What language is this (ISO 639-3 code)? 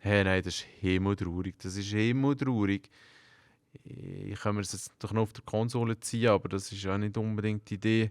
gsw